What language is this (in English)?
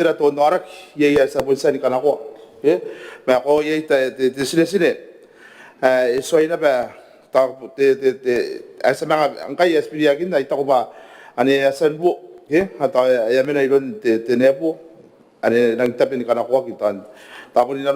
Gilbertese